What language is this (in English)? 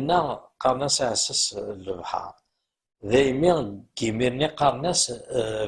Kabyle